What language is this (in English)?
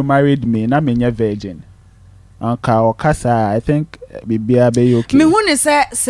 Akan